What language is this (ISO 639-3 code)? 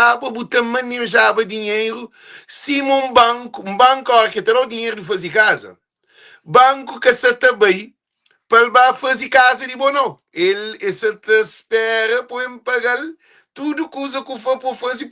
kea